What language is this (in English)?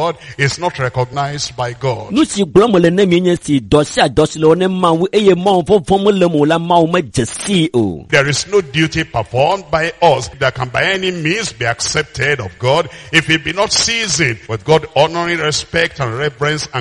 Ewe